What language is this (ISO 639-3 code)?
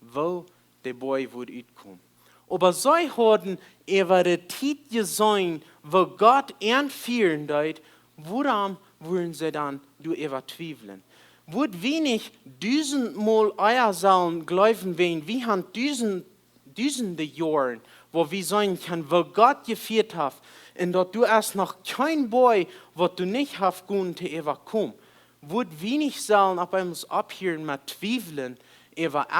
pdt